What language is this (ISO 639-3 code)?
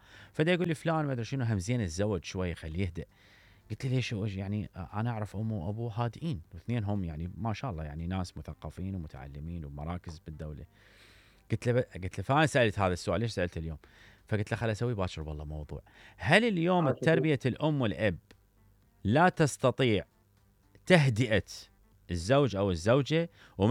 acm